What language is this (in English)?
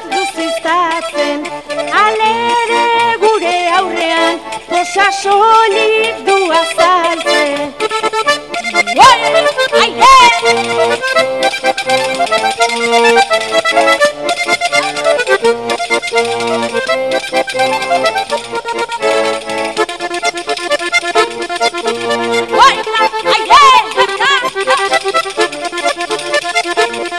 Basque